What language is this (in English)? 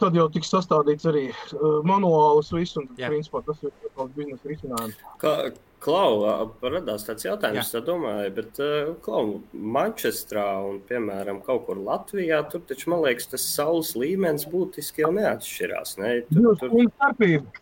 Latvian